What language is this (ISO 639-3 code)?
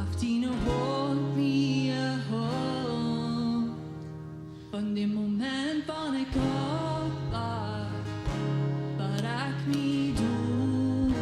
pdt